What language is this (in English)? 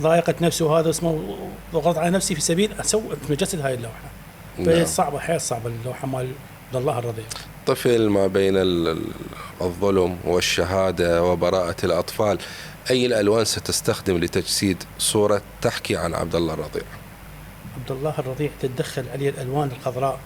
Mesopotamian Arabic